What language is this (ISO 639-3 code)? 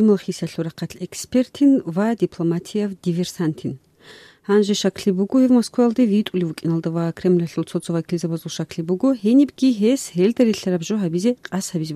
ava